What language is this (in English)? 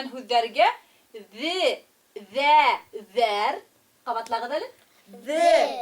Bashkir